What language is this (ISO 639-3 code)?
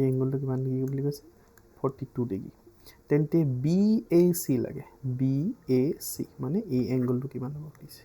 asm